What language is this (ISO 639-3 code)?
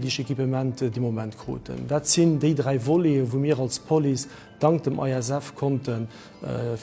ltz